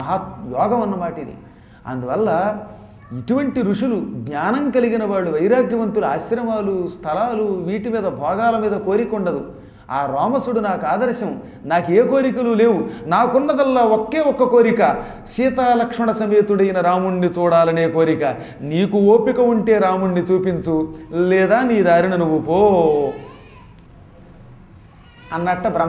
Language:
Telugu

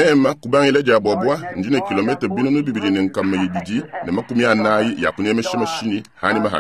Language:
Luba-Lulua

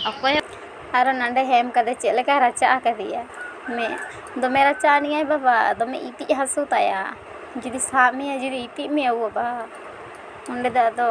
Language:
Santali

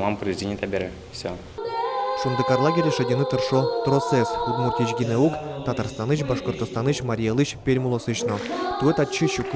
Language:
Udmurt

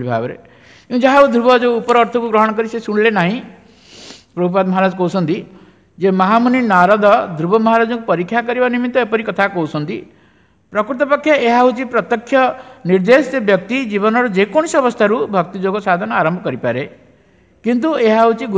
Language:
Odia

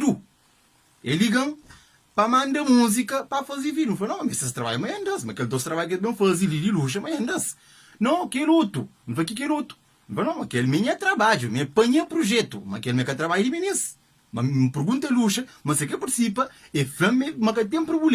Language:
Kabuverdianu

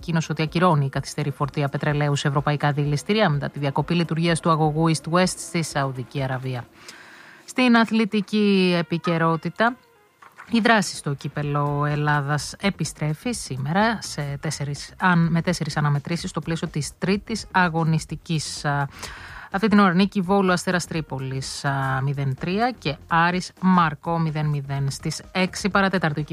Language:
Greek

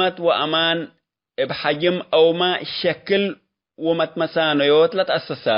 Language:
Tigre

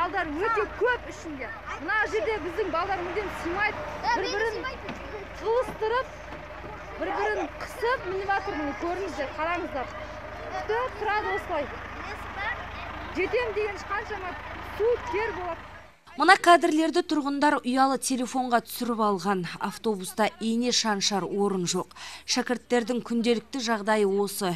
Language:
Kazakh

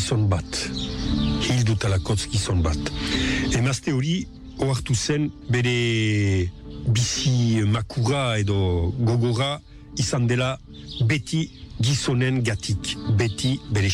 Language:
Basque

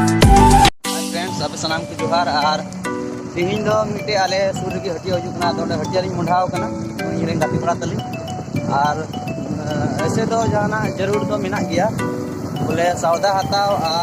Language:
Santali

